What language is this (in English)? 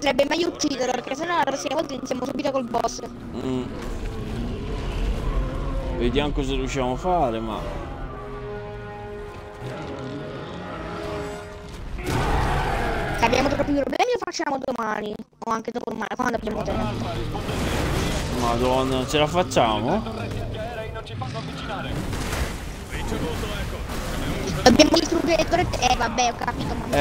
Italian